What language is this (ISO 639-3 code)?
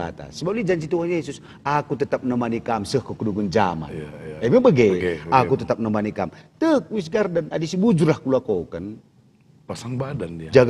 btx